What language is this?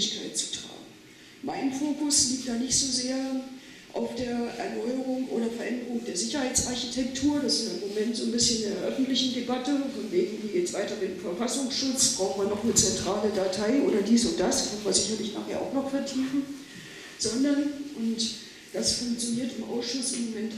German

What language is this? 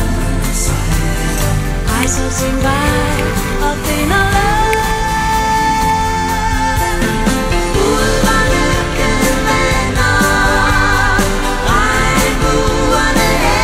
Danish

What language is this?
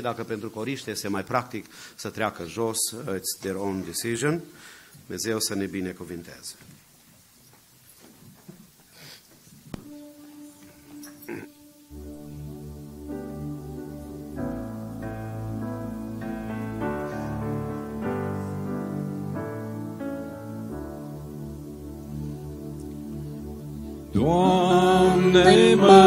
Romanian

